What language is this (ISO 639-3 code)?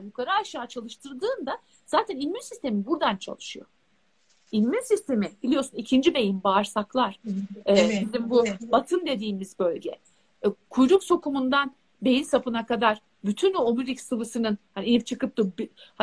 tur